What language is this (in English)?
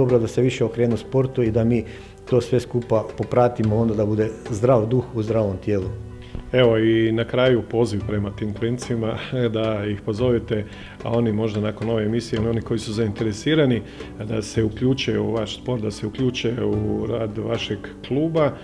Croatian